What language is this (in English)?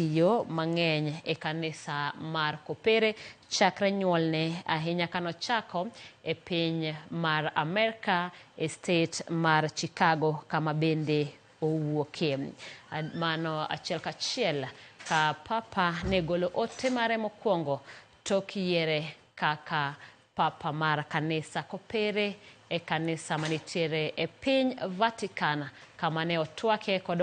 Luo (Kenya and Tanzania)